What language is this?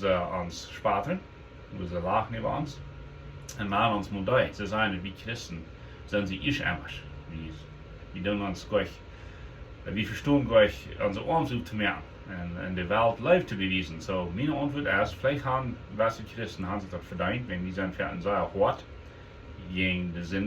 Plautdietsch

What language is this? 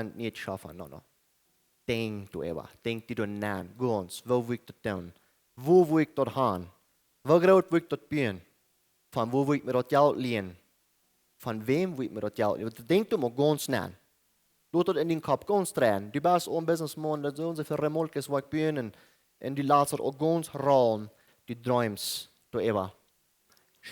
Plautdietsch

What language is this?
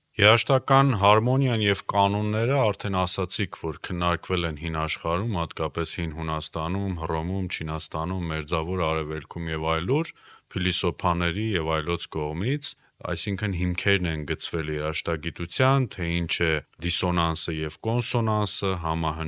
Armenian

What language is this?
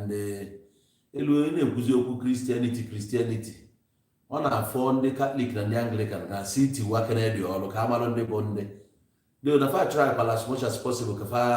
Igbo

